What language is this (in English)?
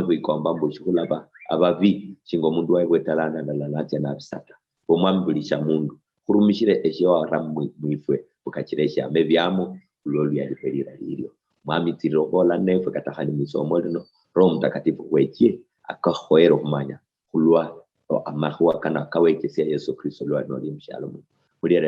Luyia